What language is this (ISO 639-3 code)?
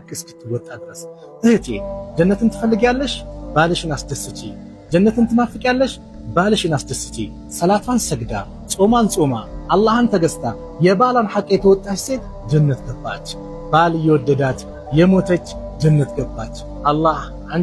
amh